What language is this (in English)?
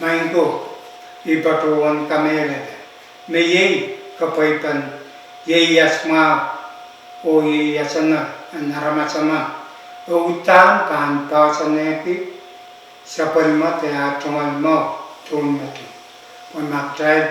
Pohnpeian